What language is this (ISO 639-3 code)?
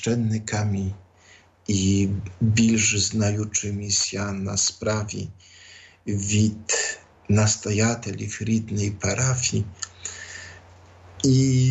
ukr